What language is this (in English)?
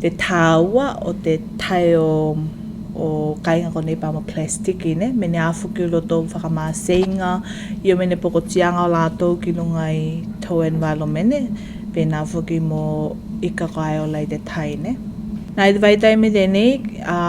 Tuvalu